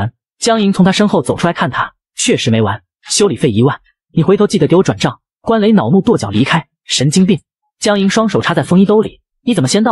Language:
Chinese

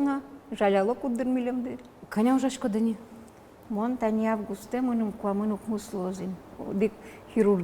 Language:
Udmurt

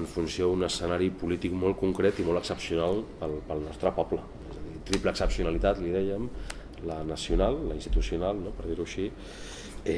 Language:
Catalan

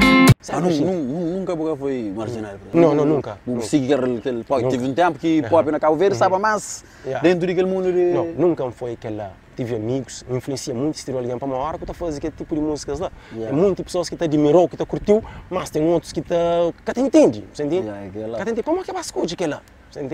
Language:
Kabuverdianu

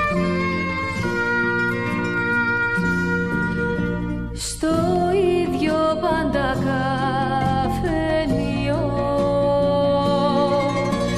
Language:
Greek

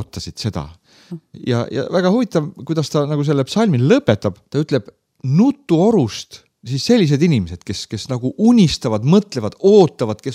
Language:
Estonian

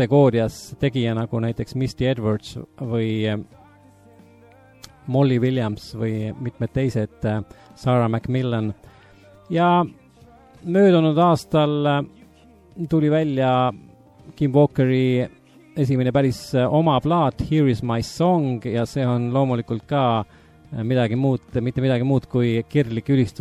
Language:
Estonian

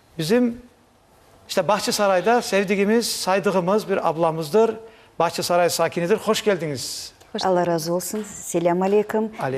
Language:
Crimean Tatar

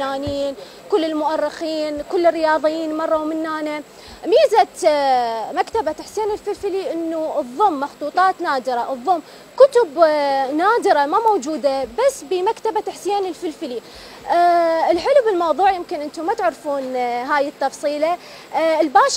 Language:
Mesopotamian Arabic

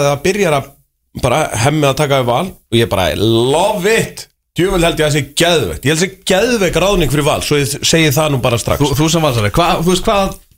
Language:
Icelandic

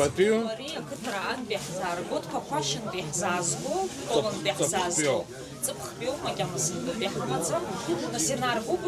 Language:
Abkhazian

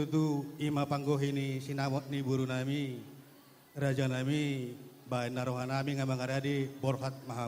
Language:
Batak Toba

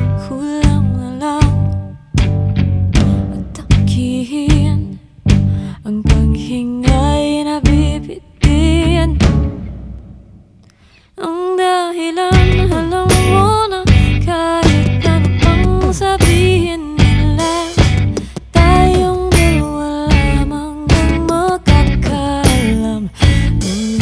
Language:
Filipino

